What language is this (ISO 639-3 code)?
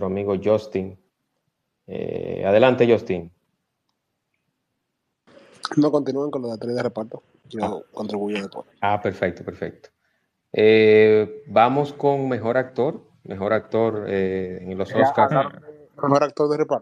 spa